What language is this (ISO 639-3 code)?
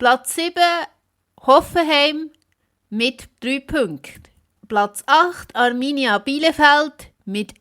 gsw